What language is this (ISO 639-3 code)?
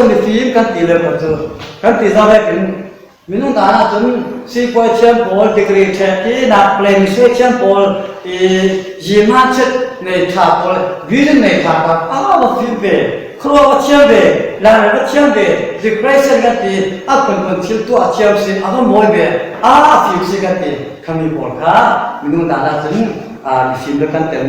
cfm